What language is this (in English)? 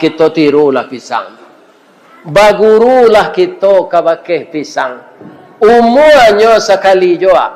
Minangkabau